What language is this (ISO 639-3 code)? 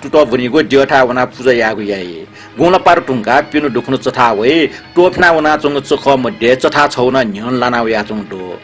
new